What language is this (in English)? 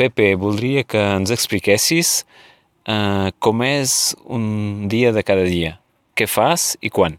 Catalan